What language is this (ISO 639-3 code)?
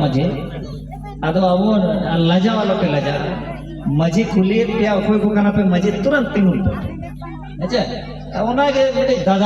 sat